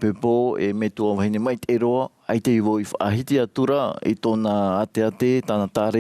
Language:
Tahitian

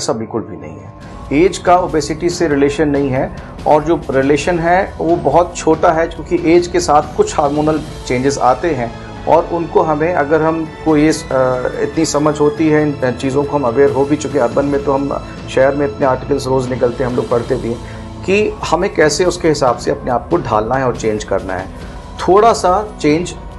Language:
Hindi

